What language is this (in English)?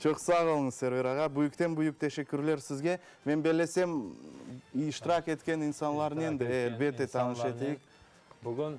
Crimean Tatar